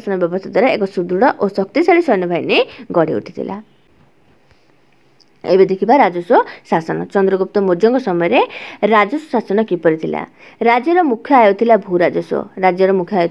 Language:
Odia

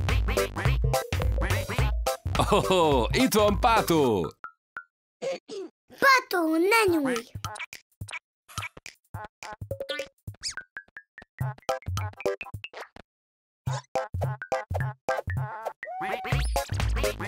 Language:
Hungarian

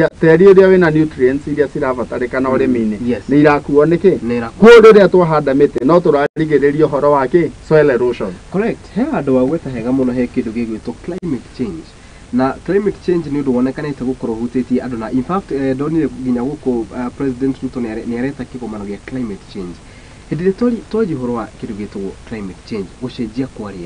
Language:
Kikuyu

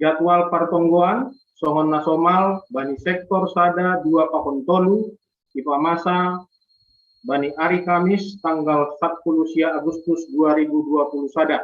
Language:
Batak Simalungun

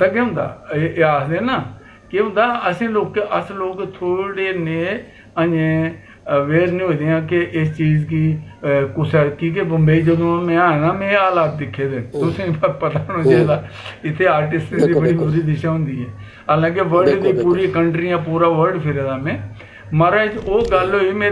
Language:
Dogri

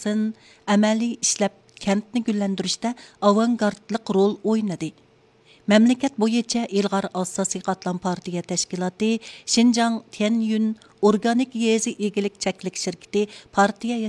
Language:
Uyghur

